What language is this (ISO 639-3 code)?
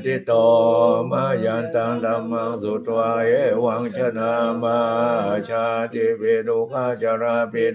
pli